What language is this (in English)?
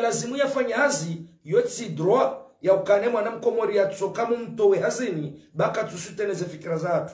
Ngazidja Comorian